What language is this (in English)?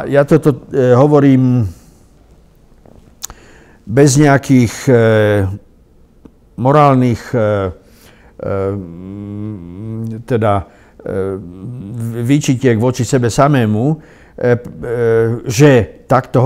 Slovak